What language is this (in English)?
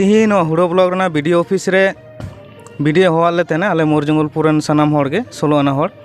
Santali